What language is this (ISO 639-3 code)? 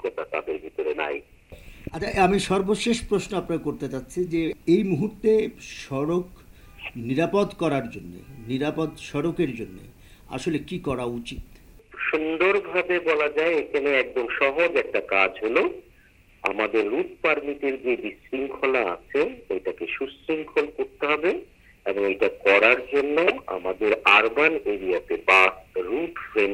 ben